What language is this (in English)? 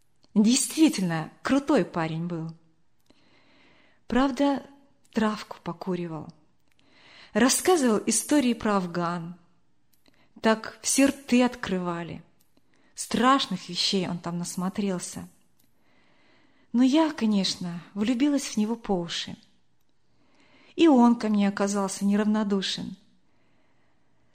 Russian